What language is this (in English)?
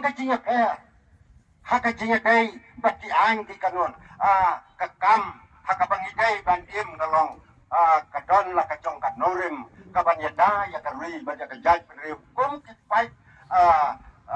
Khasi